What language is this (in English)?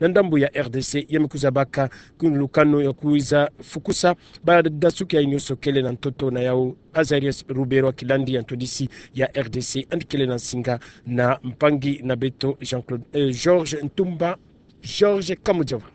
Kituba (Democratic Republic of Congo)